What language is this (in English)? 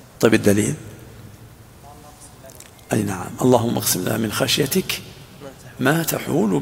Arabic